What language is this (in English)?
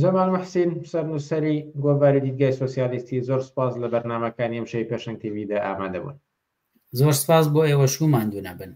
Central Kurdish